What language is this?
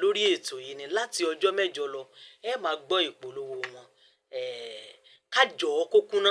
Yoruba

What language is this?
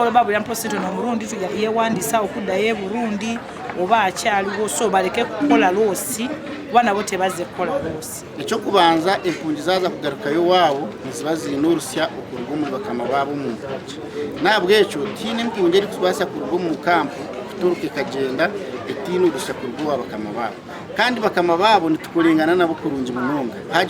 Nyankole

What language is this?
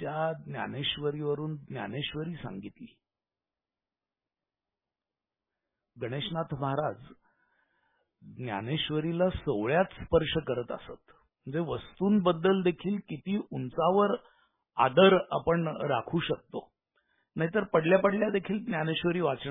Marathi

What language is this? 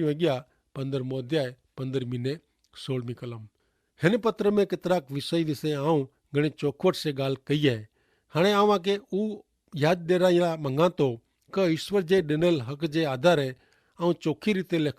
Kachhi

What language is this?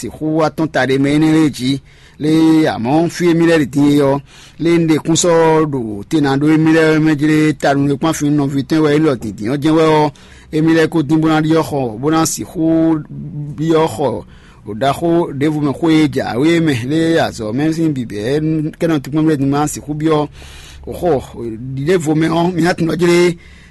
Fon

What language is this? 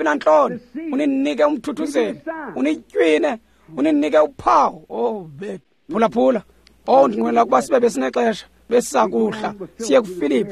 Xhosa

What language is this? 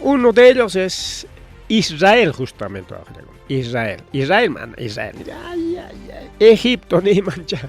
Ayacucho Quechua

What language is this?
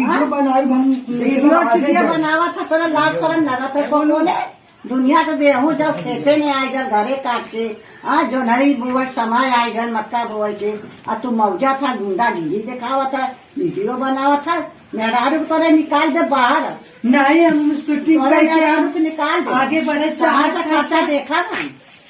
Awadhi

